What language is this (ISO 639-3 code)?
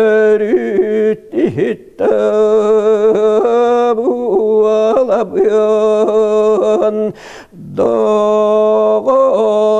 sah